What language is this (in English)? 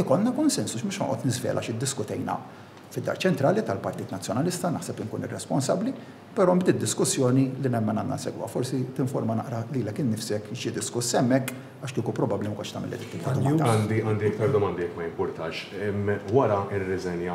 Maltese